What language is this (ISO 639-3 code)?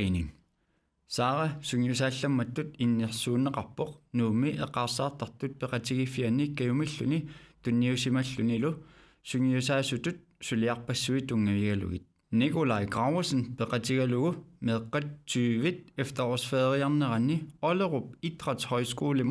kal